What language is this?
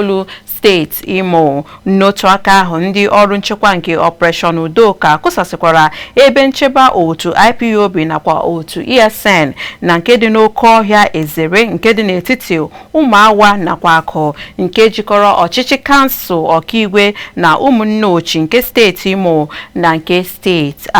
Igbo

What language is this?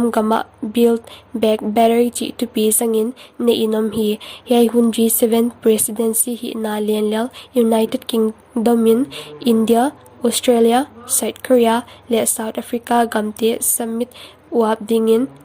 Paite Chin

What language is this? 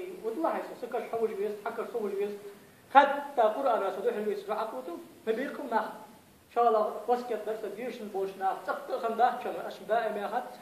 Ingush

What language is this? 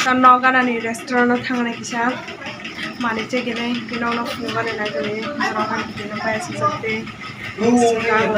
Kok Borok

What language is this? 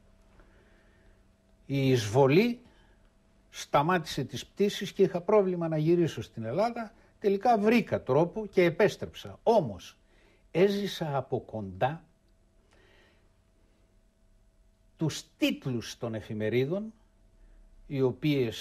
Greek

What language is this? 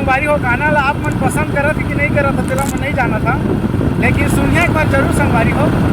Chhattisgarhi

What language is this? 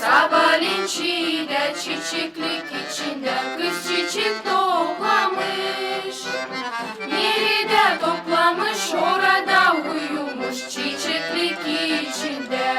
Gagauz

